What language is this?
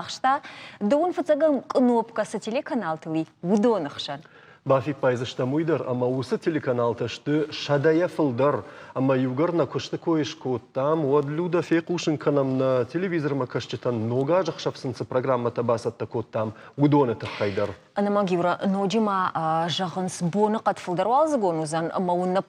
Ossetic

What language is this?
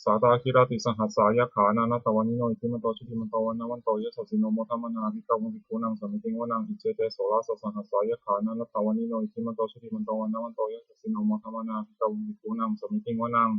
Pali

